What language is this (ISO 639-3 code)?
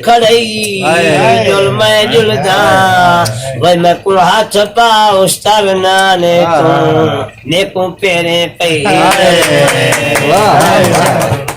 skr